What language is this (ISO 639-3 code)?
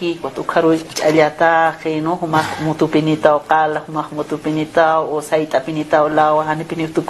aym